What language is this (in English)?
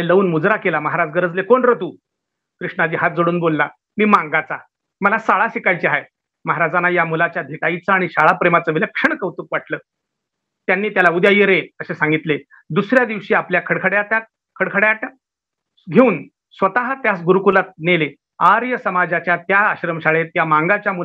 Marathi